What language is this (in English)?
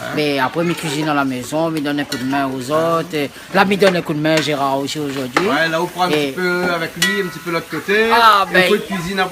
Réunion Creole French